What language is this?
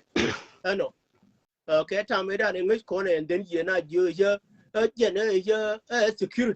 Nuer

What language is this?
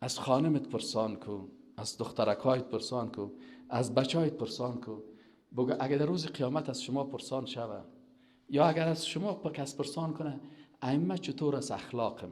Persian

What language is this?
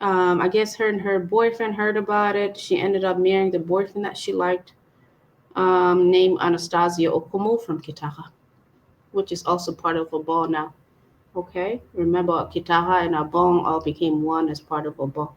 Acoli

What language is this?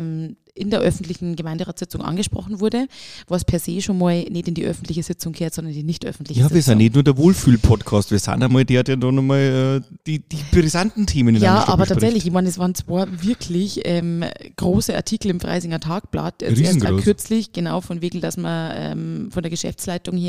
German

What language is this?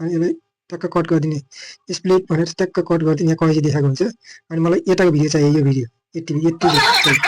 Nepali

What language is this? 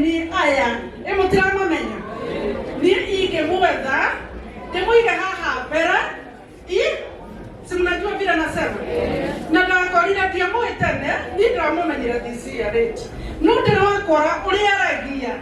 Kikuyu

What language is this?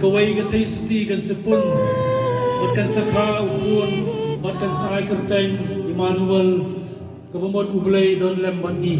Khasi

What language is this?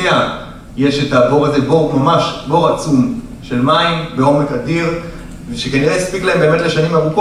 Hebrew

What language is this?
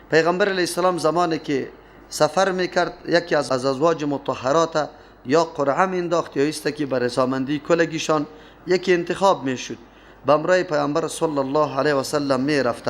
Persian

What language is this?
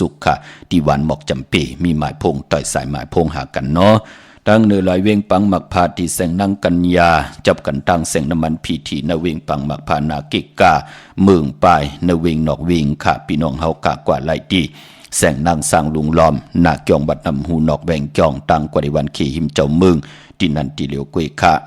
Shan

